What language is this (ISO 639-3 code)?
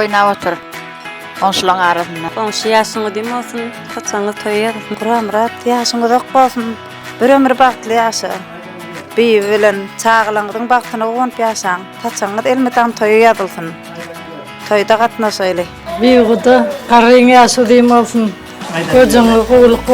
tuk